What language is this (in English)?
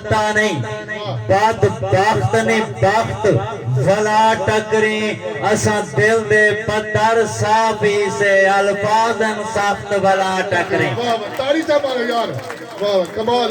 Saraiki